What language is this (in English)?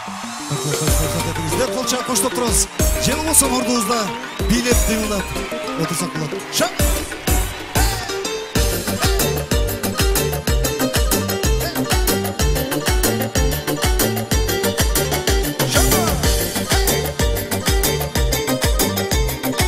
Kyrgyz